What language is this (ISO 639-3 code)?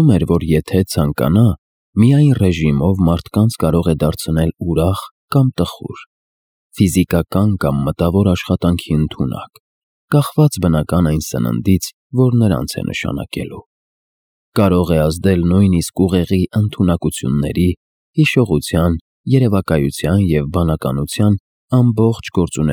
hye